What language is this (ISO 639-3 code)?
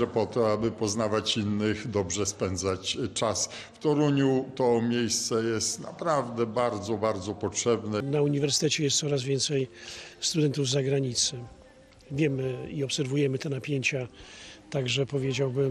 pol